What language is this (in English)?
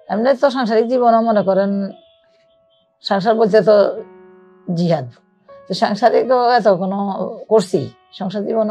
Bangla